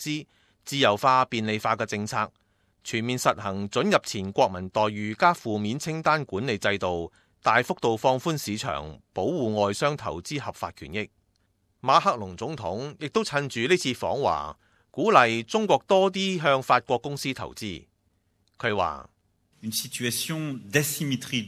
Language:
Cantonese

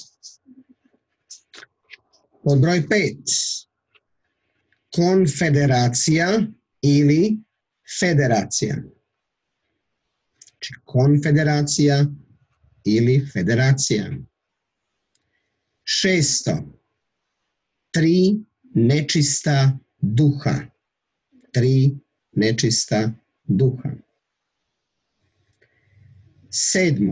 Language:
Croatian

